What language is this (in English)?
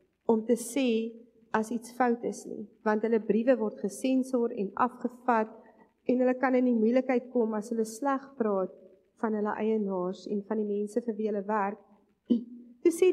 Afrikaans